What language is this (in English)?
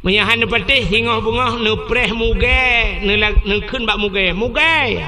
Achinese